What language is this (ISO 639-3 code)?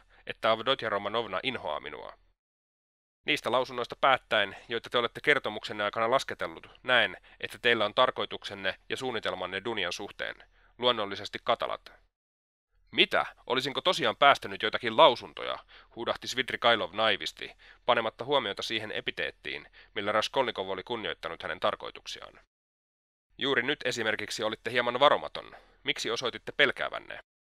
fin